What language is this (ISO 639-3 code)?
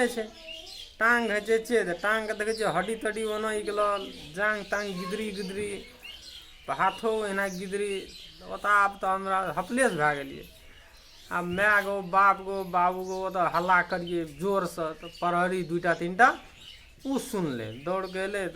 mai